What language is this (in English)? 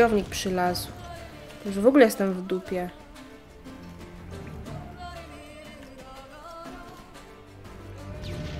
Polish